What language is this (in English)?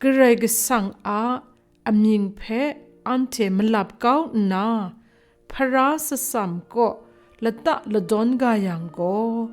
Kachin